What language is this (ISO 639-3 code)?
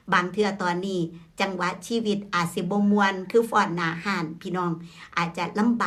tts